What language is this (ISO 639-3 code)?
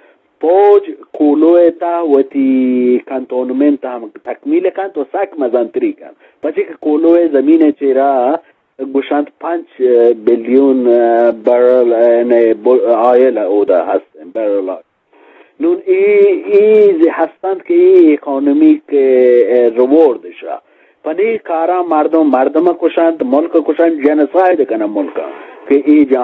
bgp